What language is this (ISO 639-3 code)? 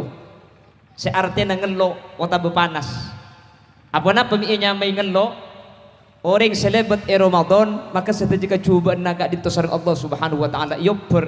mad